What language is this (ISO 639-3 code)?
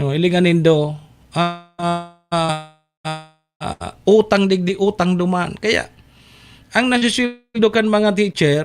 bik